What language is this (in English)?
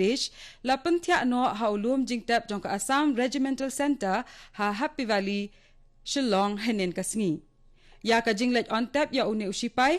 Khasi